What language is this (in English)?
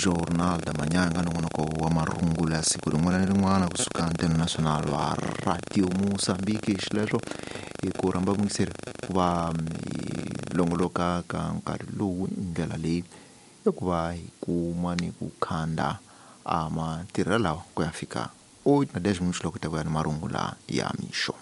Tsonga